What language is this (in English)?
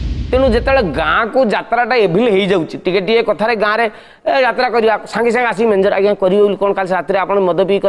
Odia